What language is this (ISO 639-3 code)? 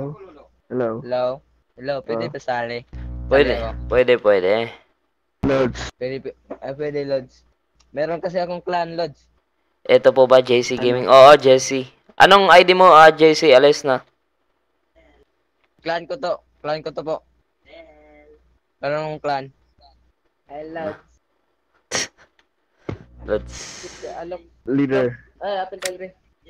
fil